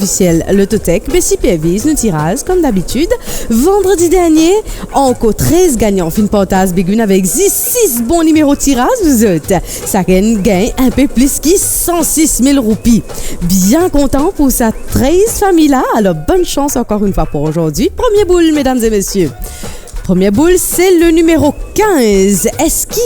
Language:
Morisyen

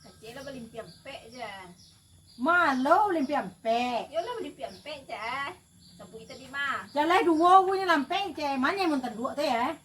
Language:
Minangkabau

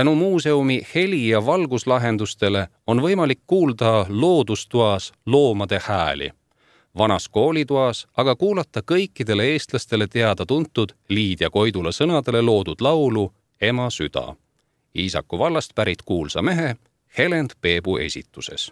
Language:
Estonian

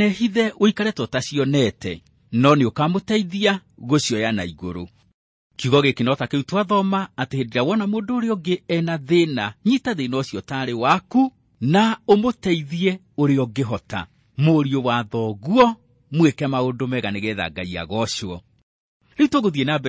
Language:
Kikuyu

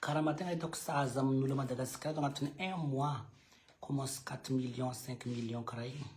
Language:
Malagasy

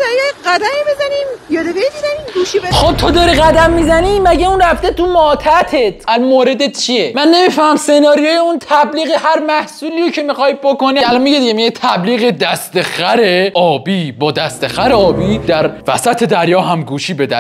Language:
Persian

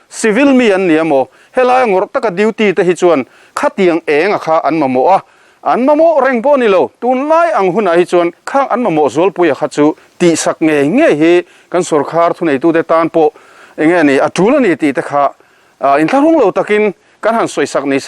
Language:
Mizo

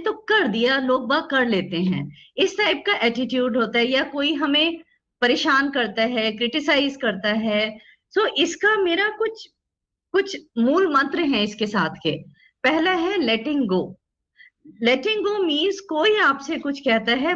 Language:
Hindi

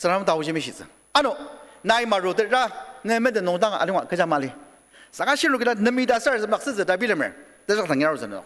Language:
Ao Naga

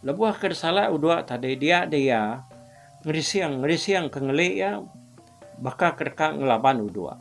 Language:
Iban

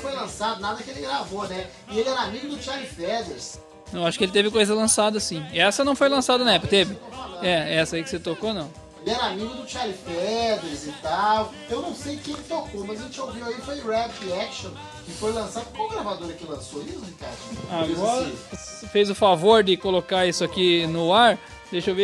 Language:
Portuguese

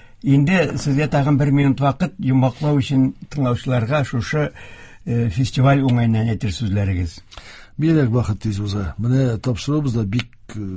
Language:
Tatar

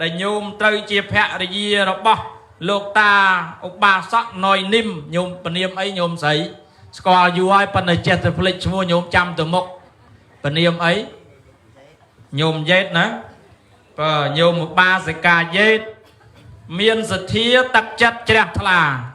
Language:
Khmer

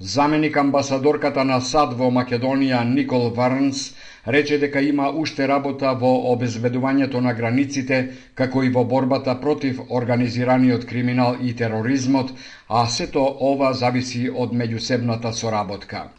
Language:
Macedonian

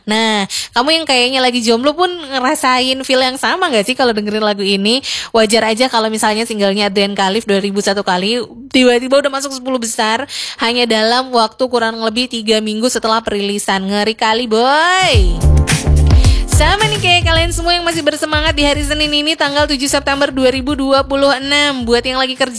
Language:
Indonesian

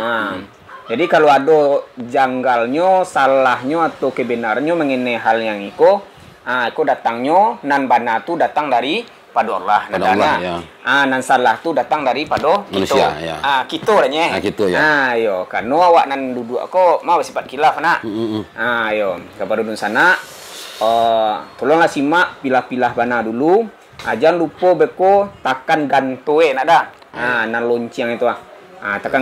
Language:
Minangkabau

